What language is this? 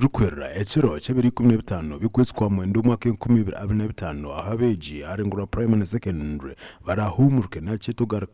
Nyankole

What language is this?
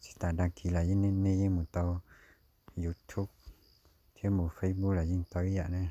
Hmong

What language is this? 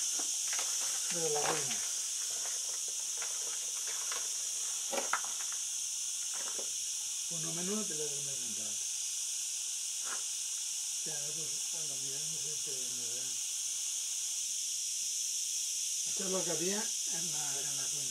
Catalan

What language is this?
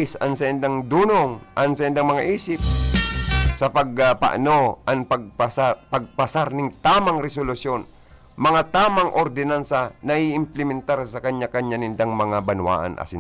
Bikol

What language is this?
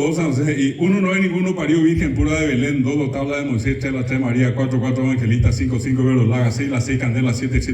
Guarani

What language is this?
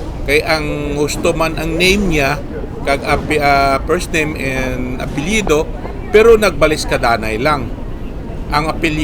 Hiligaynon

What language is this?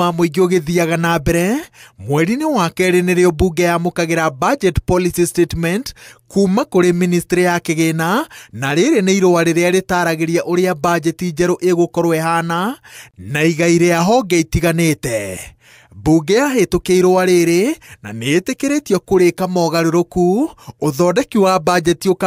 Kikuyu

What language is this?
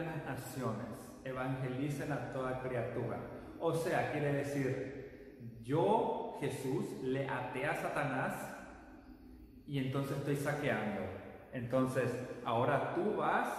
Spanish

